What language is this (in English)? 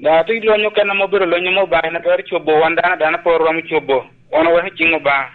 Lango (Uganda)